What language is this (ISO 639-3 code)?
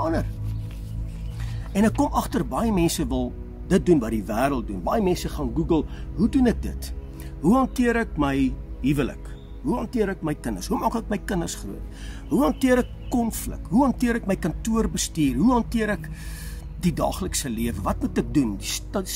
afr